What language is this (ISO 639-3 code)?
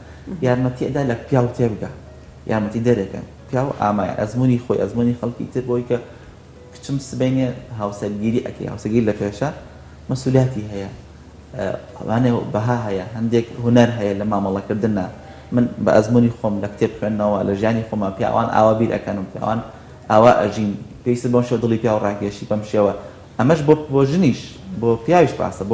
ckb